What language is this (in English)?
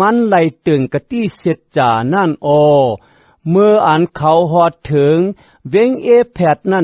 Shan